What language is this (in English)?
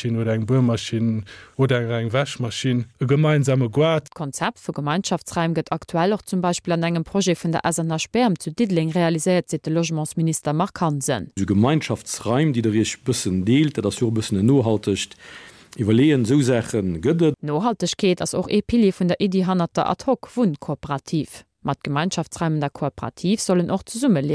Luxembourgish